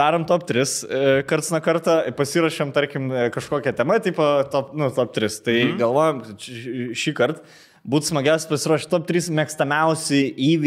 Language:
Lithuanian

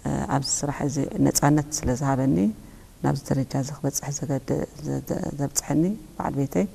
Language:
Tigrinya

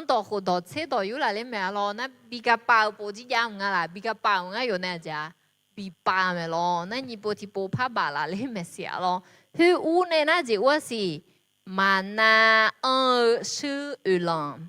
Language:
Akha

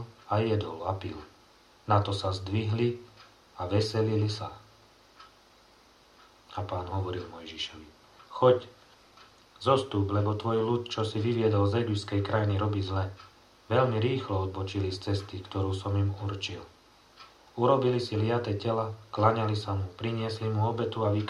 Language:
Slovak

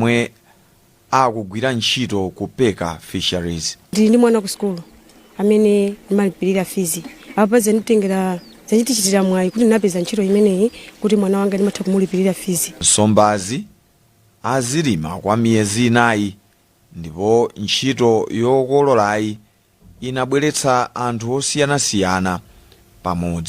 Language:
Nyanja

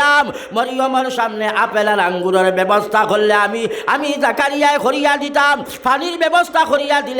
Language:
Sylheti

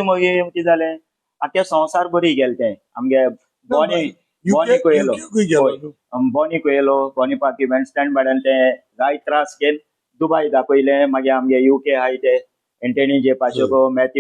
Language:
Konkani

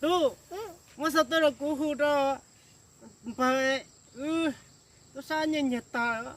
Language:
Hmong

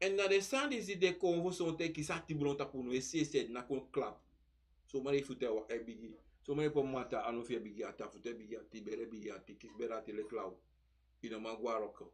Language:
Sranan Tongo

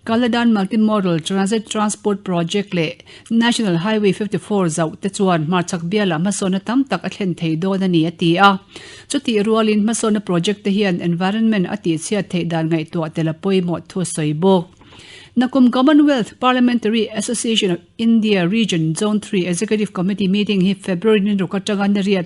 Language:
Mizo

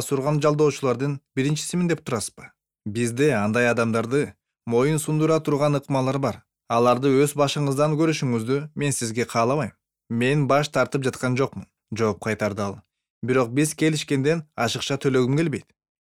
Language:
Kyrgyz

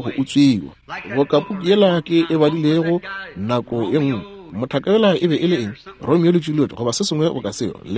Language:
Northern Sotho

